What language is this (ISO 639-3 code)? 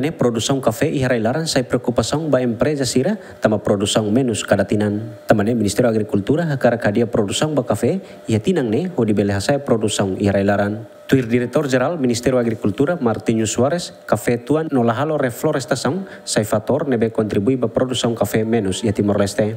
tet